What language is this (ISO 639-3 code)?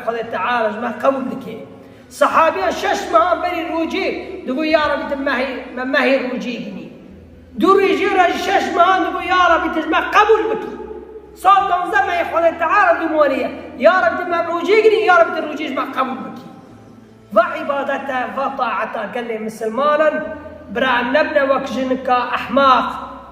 kur